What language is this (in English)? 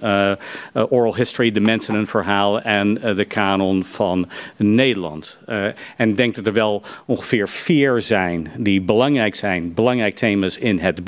Dutch